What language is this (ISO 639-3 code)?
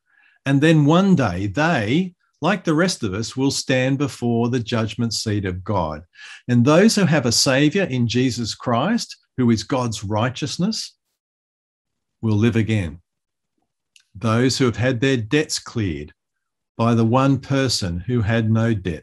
eng